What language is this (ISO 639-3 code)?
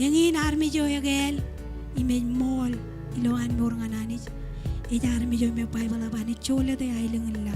mah